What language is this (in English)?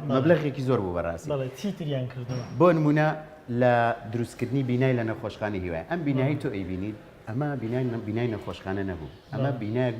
Central Kurdish